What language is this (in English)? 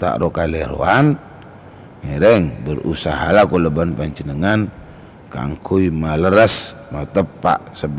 Madurese